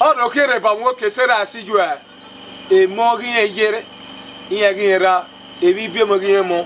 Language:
Bini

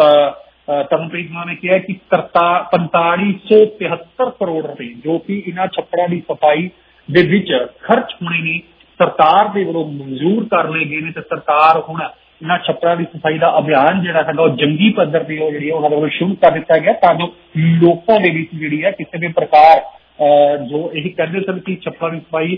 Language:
Punjabi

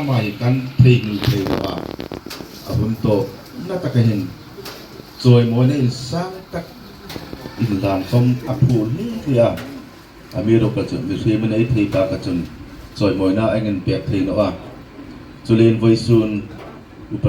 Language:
Hmar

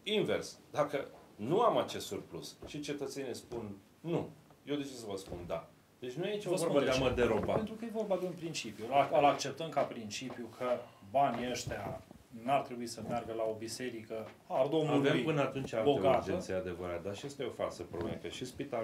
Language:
Romanian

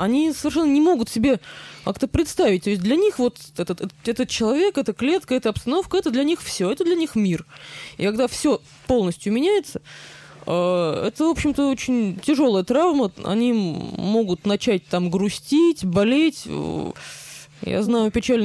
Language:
Russian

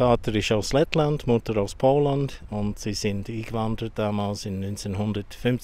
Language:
Swiss German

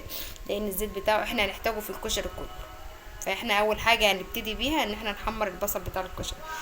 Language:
Egyptian Arabic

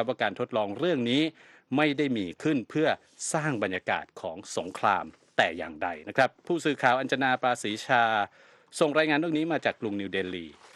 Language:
Thai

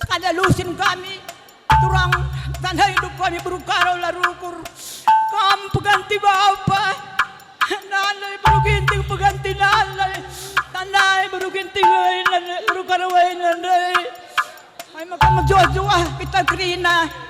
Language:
Batak Karo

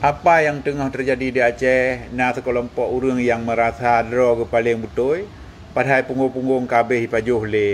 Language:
Achinese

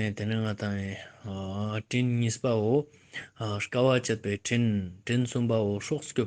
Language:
Ladakhi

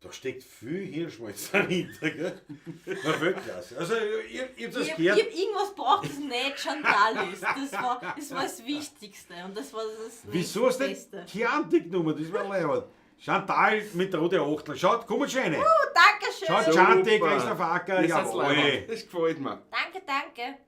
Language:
Bavarian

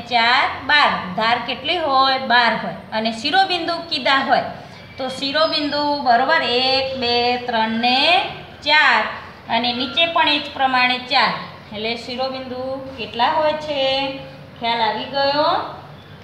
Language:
Gujarati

